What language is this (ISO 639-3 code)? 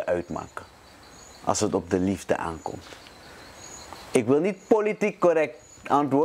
nld